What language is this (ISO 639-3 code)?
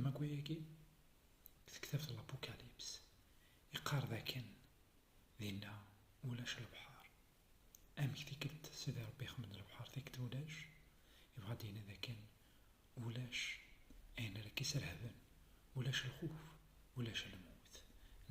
kab